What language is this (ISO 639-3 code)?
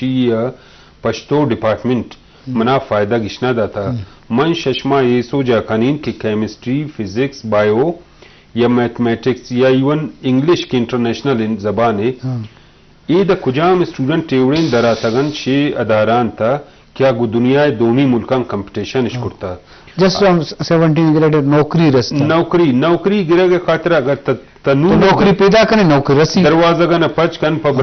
bal